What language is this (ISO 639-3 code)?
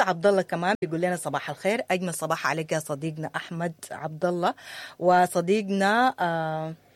apd